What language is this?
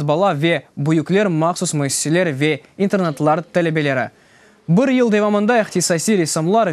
Crimean Tatar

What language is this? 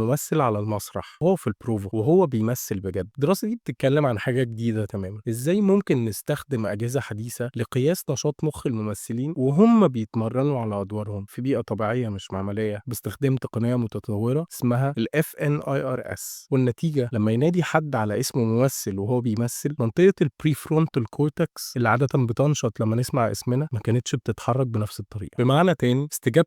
Egyptian Arabic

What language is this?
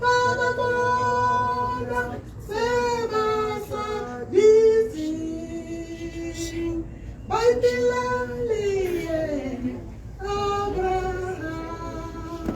Tswana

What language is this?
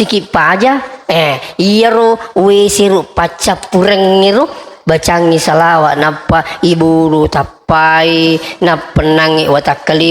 Buginese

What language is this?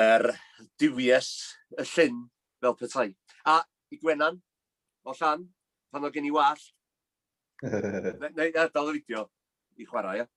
Welsh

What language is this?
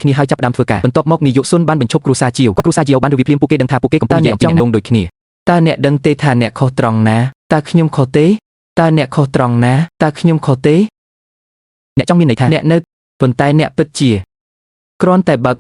Khmer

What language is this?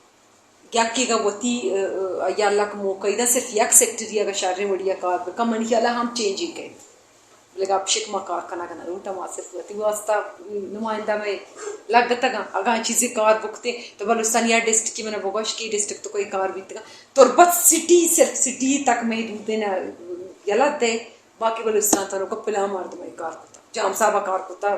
Brahui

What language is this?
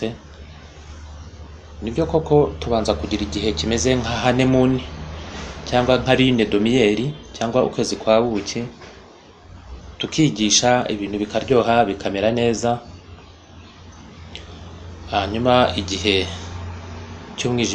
Kinyarwanda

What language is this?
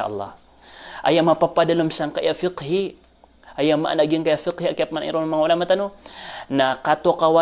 Maranao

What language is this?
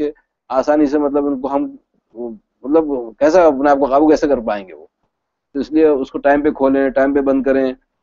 Urdu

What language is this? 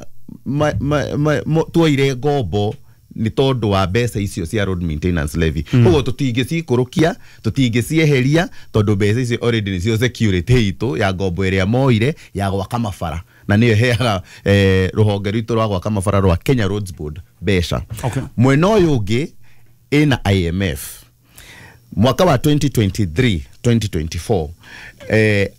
Kikuyu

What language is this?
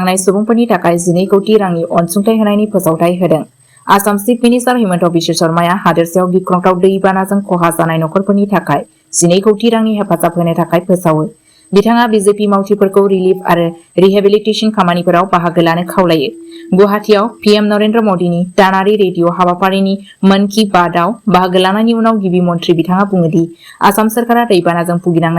Bodo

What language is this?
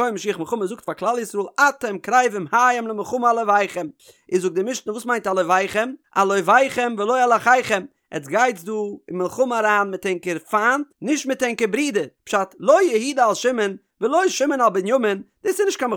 Yiddish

